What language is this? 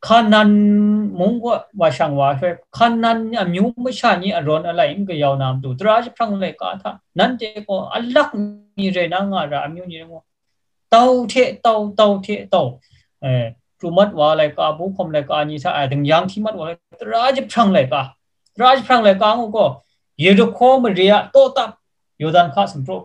Kachin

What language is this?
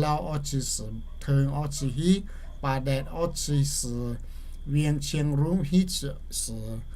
Lahu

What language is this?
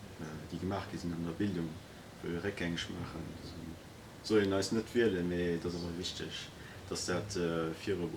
Luxembourgish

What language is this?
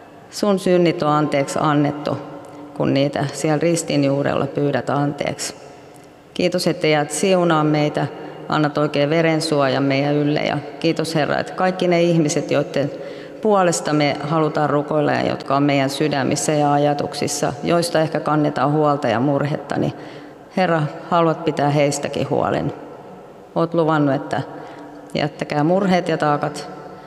Finnish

